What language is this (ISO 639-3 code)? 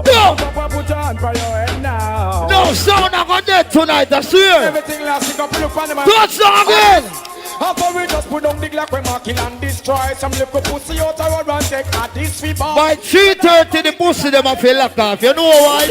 jam